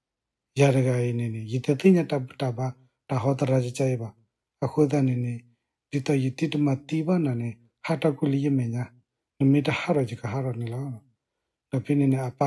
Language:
S'gaw Karen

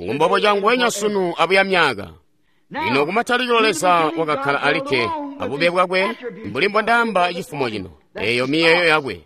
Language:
Tonga (Zambia)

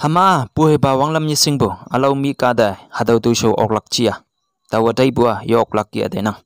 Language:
Konyak Naga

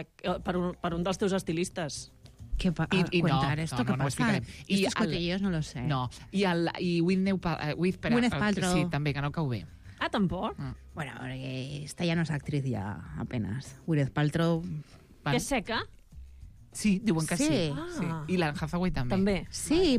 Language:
Catalan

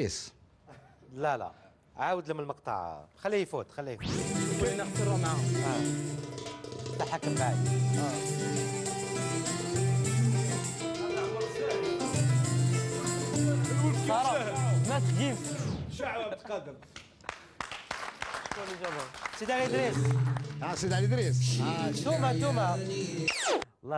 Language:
Algerian Arabic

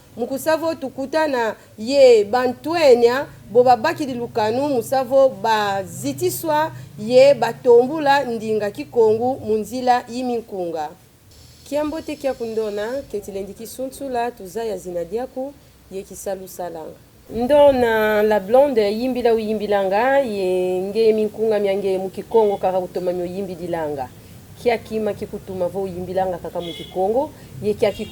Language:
Kongo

